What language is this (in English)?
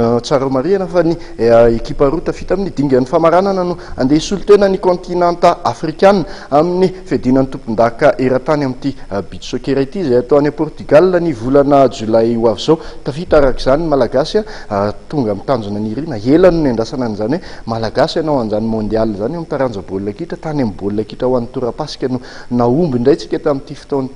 Malagasy